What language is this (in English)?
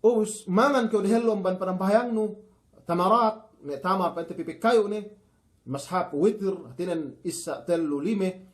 Yakan